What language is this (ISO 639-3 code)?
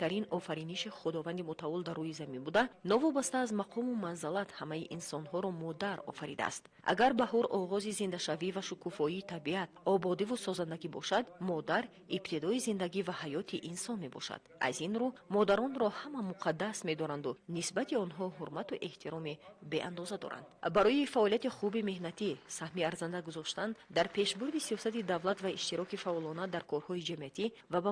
tgk